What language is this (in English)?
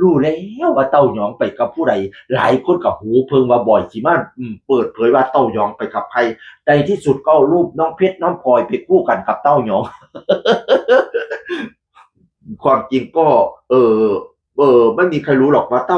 Northeastern Thai